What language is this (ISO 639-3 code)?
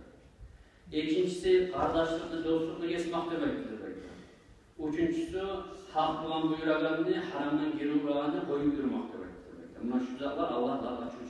kum